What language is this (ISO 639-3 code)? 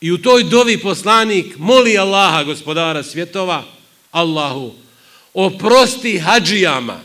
bos